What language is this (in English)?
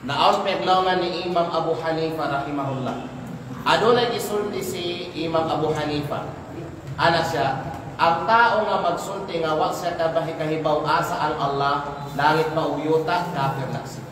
Kalagan